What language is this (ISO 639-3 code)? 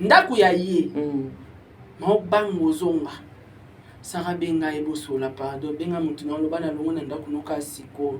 lin